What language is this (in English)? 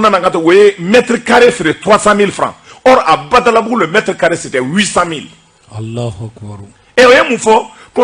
Bambara